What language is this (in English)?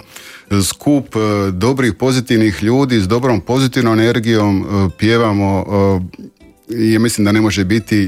Croatian